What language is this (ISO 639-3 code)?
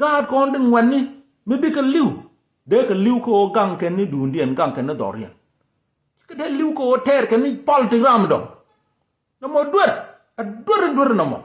nus